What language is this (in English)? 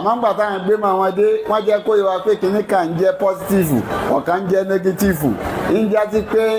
Yoruba